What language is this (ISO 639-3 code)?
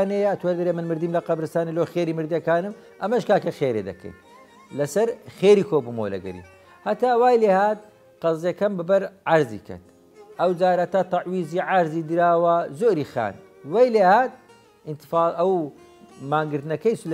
ckb